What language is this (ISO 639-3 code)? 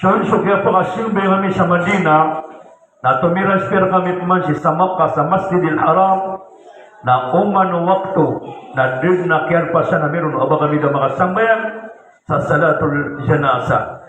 mrw